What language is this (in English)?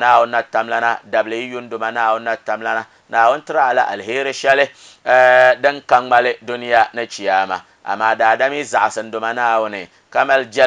Dagbani